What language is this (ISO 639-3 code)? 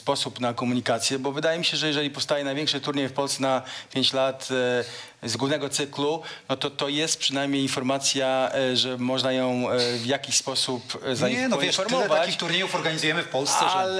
pol